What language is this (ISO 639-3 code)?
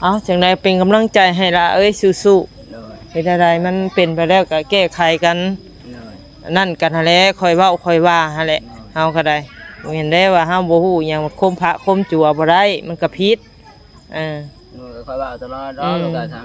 tts